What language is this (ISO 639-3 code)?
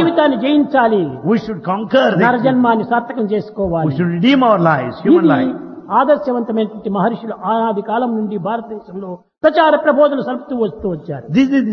tel